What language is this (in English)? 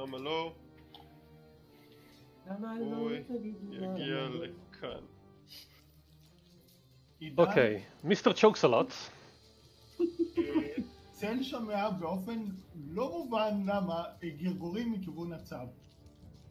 Hebrew